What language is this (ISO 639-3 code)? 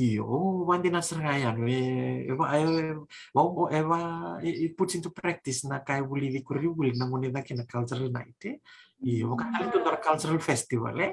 fij